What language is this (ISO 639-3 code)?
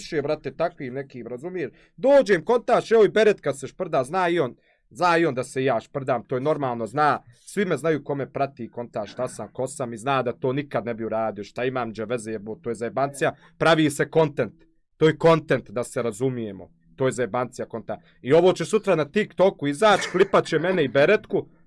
bos